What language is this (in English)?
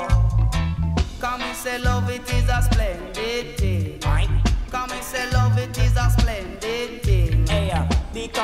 English